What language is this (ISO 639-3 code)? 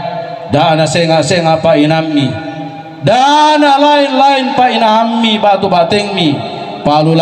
sda